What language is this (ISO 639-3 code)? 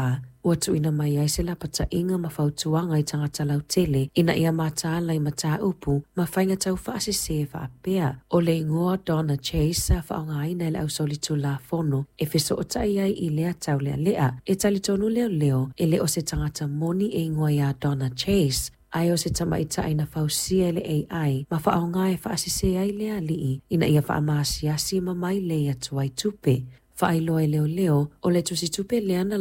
smo